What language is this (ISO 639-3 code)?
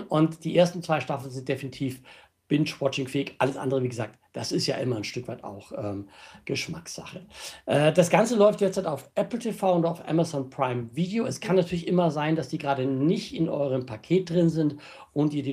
deu